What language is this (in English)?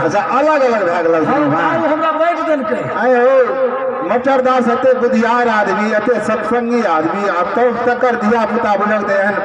Maithili